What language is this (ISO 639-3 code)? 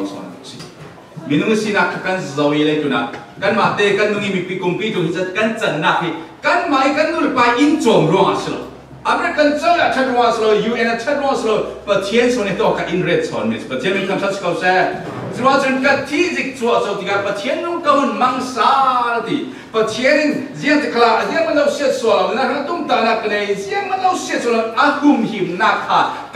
cfm